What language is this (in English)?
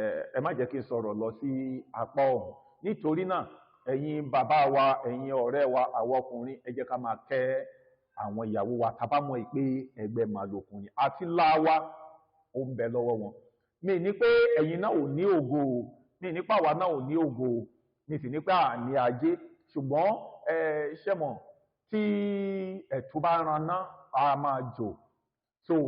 Yoruba